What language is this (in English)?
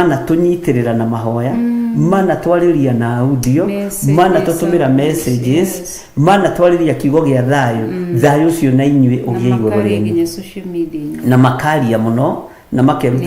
Kikuyu